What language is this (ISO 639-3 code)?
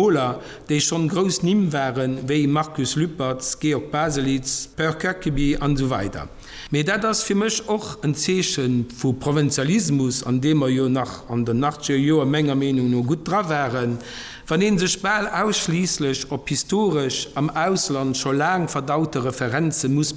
ltz